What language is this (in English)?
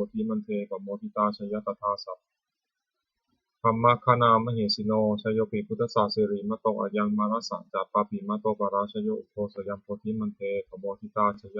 Pali